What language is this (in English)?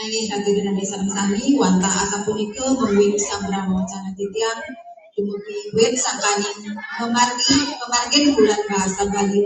Balinese